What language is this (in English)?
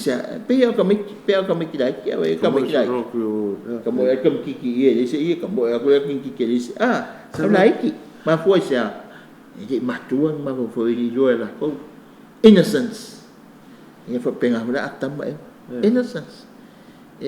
Samoan